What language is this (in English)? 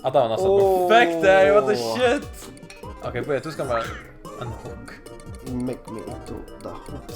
Faroese